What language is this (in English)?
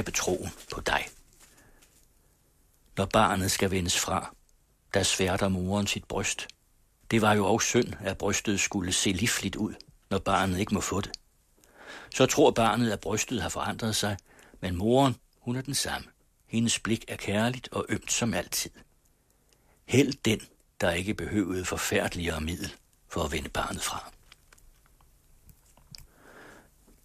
Danish